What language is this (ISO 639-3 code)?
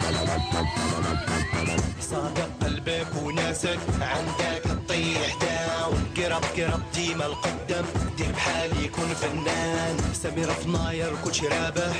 ary